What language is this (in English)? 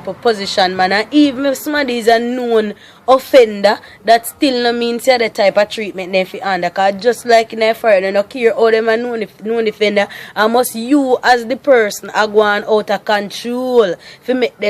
Jamaican Creole English